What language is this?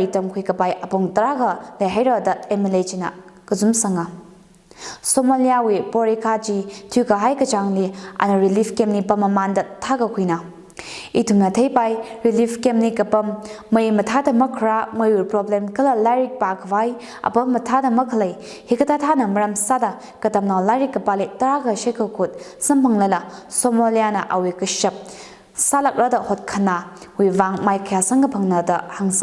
Tangkhul Naga (India)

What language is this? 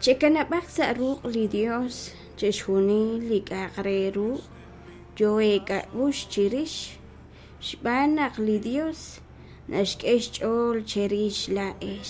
Kekchí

